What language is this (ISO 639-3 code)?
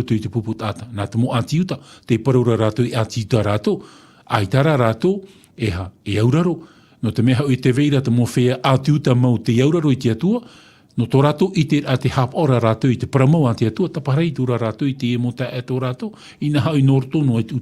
tah